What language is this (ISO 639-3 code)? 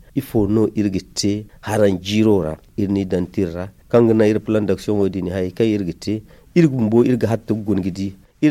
dje